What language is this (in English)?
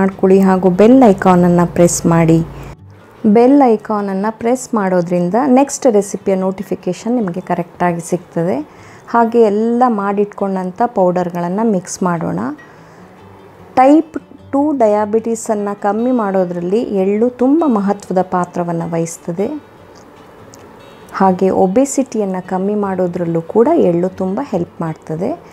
Kannada